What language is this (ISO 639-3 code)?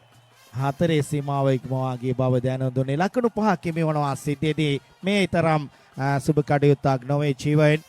sin